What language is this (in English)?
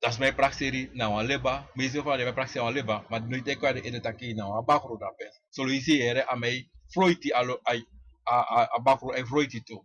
Sranan Tongo